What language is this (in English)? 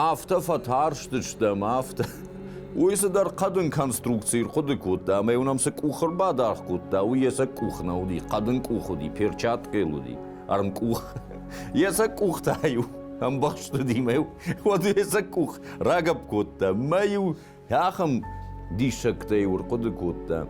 Ossetic